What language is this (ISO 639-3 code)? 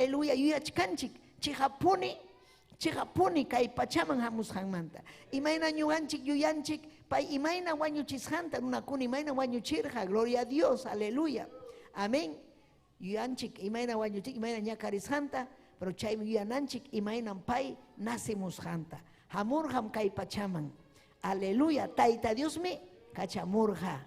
quy